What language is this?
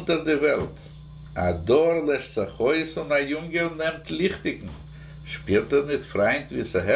Yiddish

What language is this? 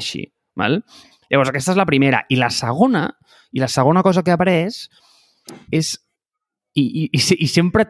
Catalan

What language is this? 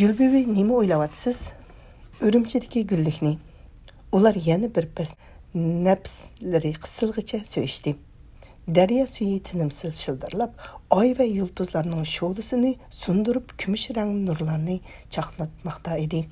Uyghur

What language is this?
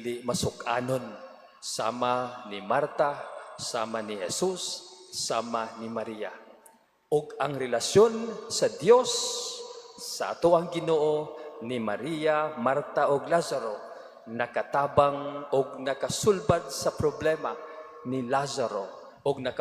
Cebuano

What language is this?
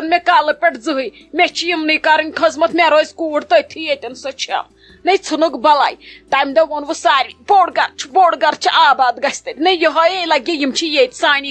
Kashmiri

